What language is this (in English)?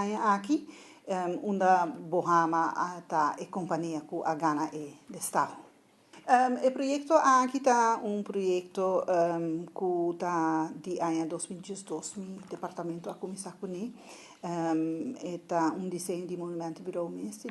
Papiamento